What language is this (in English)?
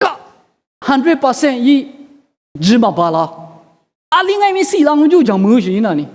Lisu